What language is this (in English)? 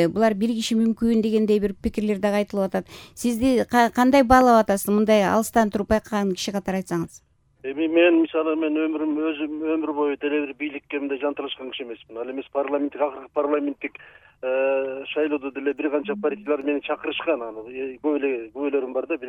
Kyrgyz